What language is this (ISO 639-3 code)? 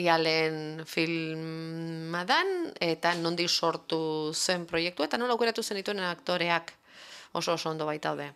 eus